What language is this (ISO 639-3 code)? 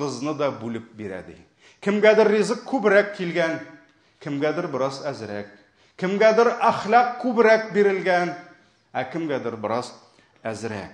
tat